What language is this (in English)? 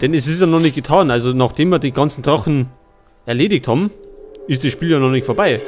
Bavarian